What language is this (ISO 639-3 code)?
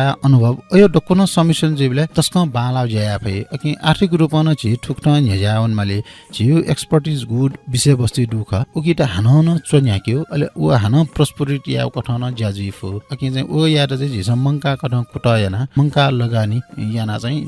new